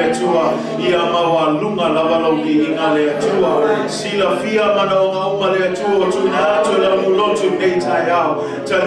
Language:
Samoan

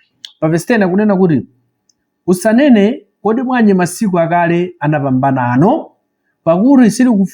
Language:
Nyanja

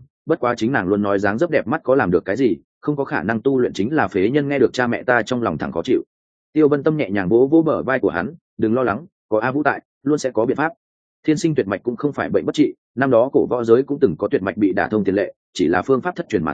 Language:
Vietnamese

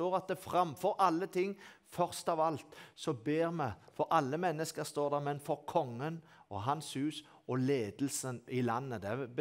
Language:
Norwegian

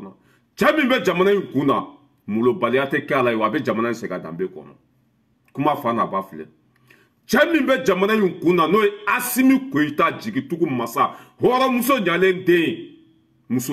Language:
Bambara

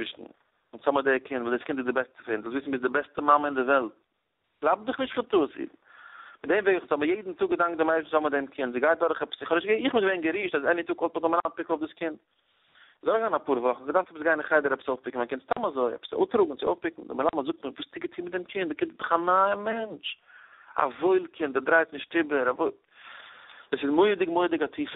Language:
Yiddish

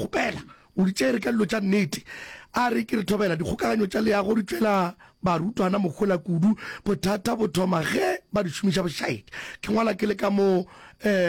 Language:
Northern Sotho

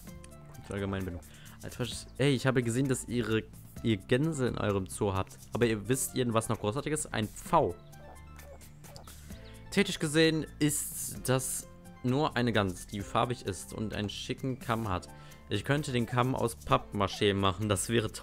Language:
German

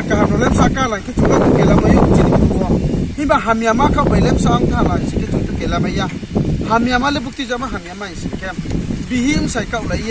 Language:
Riang (India)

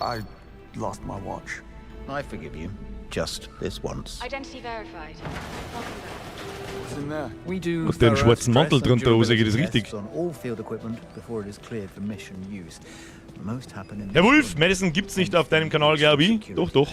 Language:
Bavarian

